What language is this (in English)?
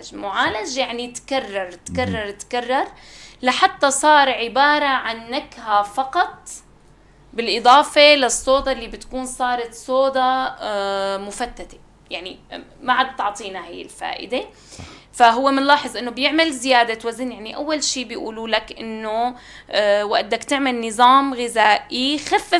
North Levantine Arabic